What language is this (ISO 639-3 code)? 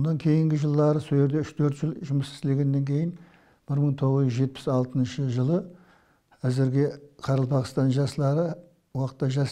kaa